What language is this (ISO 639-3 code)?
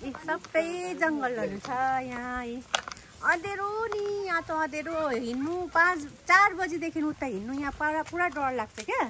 nep